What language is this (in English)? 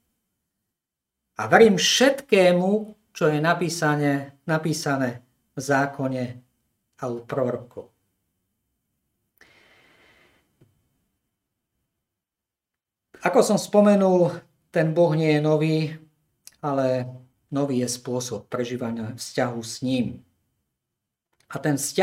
Slovak